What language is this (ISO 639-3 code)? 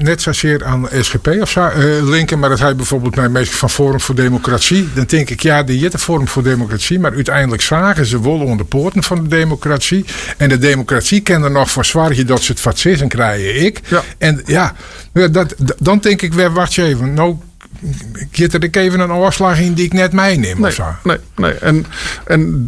fry